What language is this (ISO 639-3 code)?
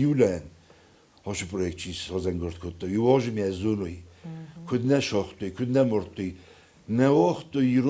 oss